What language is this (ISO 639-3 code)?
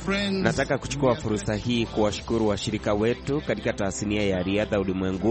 swa